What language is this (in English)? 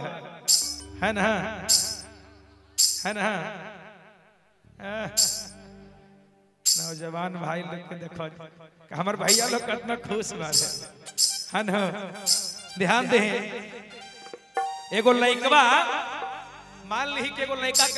Bhojpuri